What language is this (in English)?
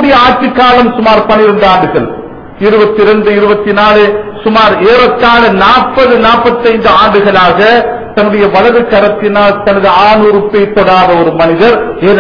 Tamil